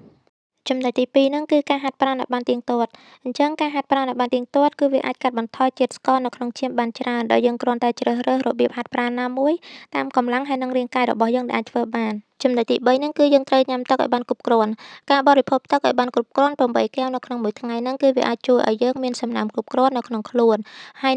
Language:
Khmer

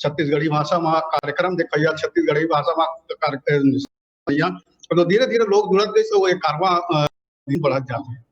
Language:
Chhattisgarhi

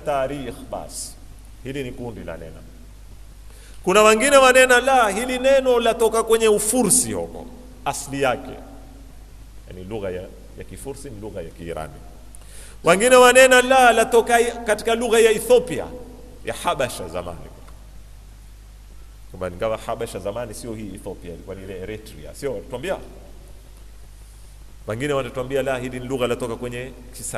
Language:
Swahili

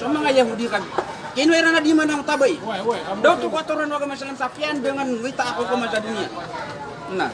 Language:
Maranao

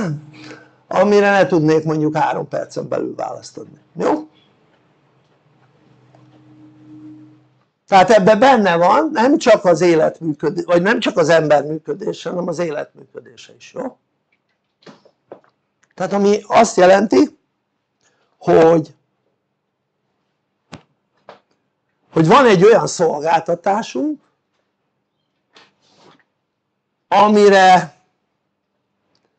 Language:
Hungarian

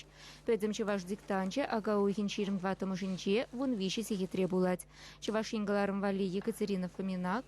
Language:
Chuvash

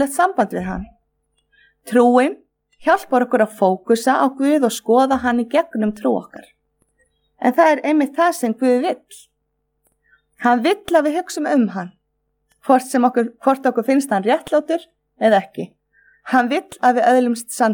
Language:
Icelandic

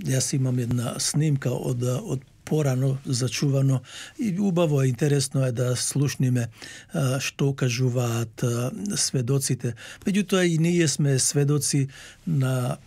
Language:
Macedonian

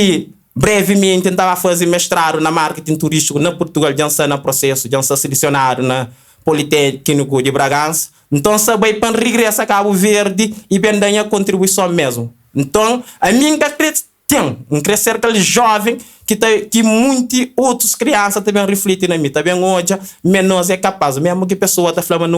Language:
Kabuverdianu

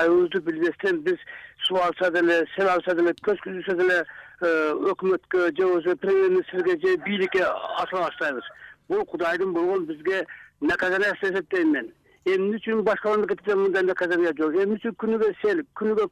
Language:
Kyrgyz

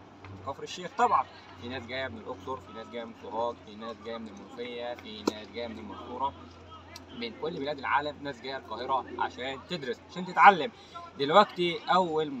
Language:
Egyptian Arabic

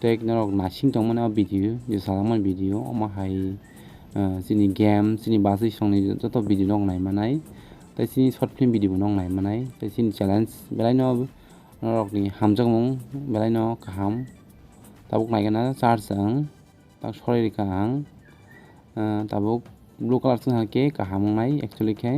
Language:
Kok Borok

